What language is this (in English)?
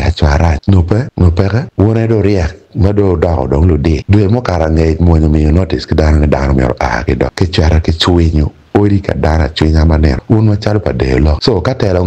Acoli